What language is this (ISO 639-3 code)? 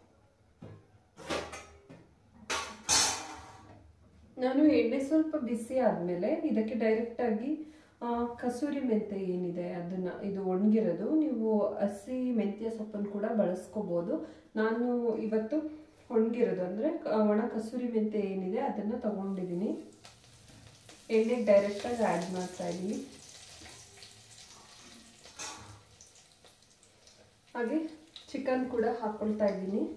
kan